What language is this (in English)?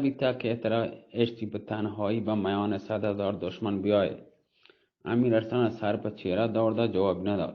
Baluchi